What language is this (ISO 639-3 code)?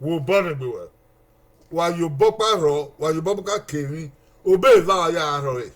bin